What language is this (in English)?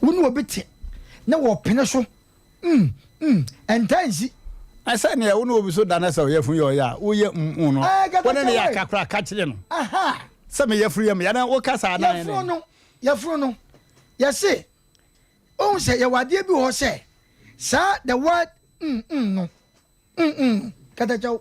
Akan